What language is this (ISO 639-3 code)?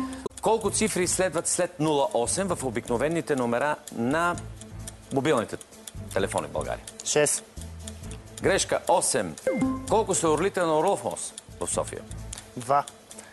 bul